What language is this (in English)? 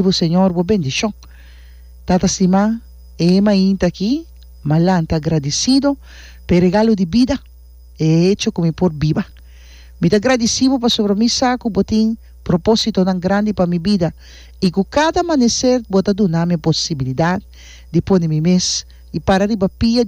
Papiamento